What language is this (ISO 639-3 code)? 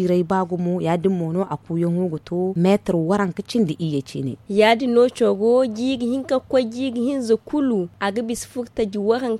dje